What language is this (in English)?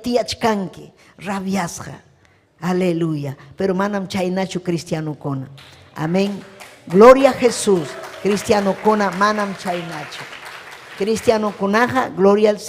Ayacucho Quechua